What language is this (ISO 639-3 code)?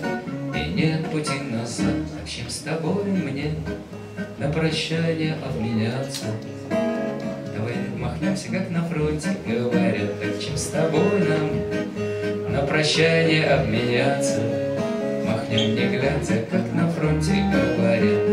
rus